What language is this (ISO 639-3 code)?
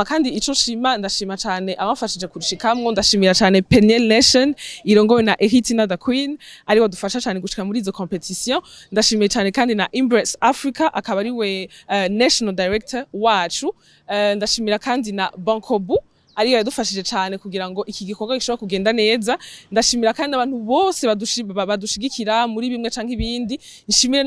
run